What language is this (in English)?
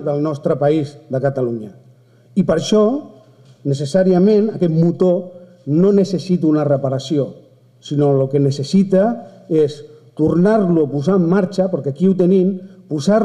Catalan